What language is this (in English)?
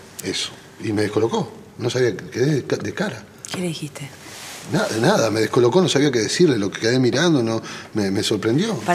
Spanish